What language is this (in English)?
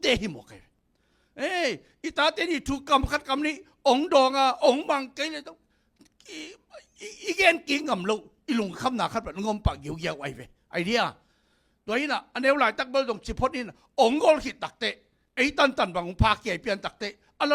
Tedim Chin